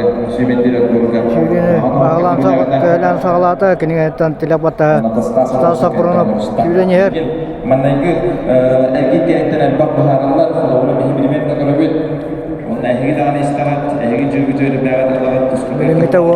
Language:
Yakut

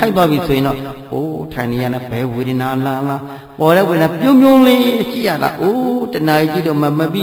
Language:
Burmese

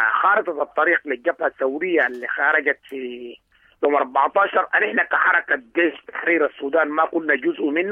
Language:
Sudanese Arabic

